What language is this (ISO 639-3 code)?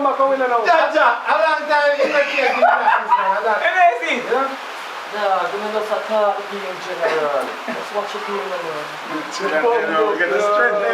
jam